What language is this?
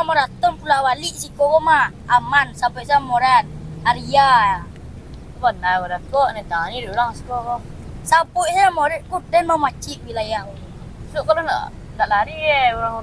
Minangkabau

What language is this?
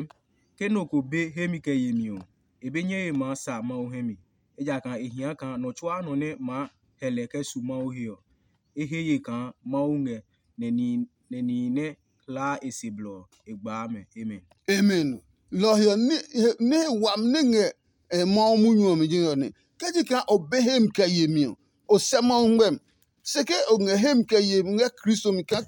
Adangme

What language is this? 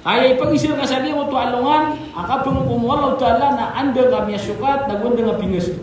Maranao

